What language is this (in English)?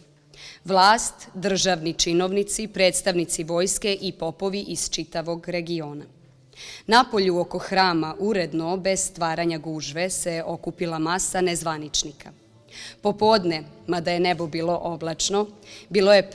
Serbian